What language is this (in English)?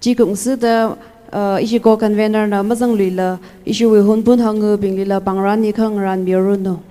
Tangkhul Naga (India)